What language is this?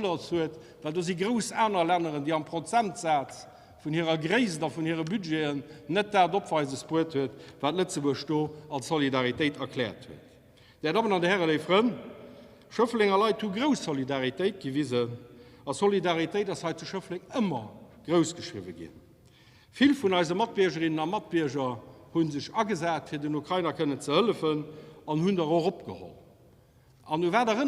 Luxembourgish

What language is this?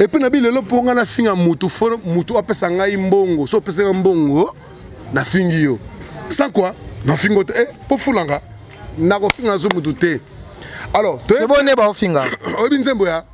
Lingala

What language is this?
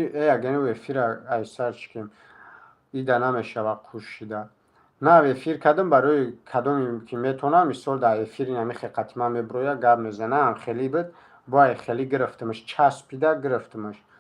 Tajik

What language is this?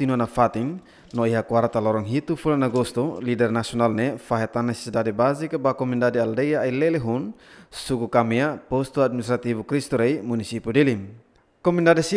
Tetum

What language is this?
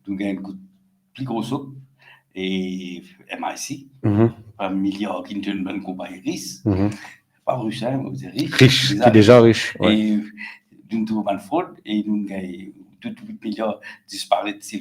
Morisyen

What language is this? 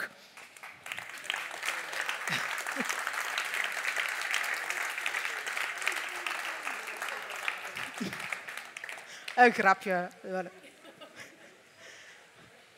Dutch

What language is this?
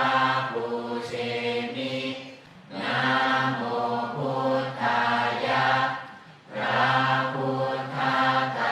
Pali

